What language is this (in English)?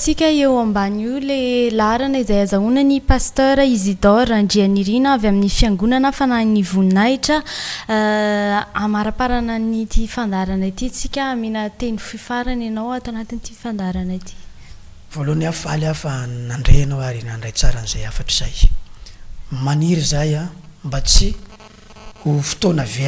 Malagasy